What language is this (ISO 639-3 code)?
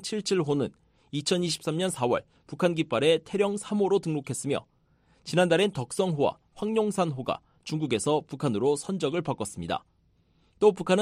kor